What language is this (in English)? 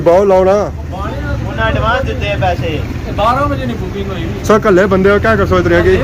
Pahari-Potwari